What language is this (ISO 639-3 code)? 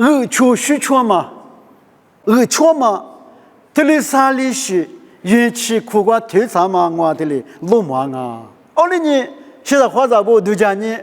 lis